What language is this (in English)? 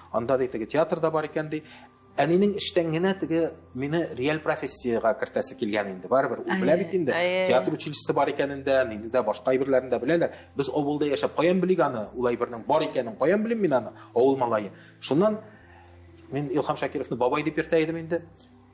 Tatar